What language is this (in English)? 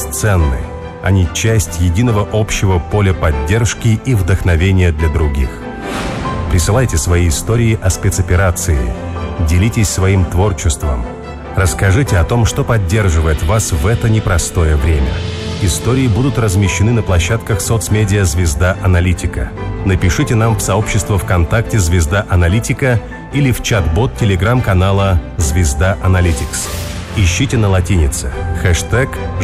Russian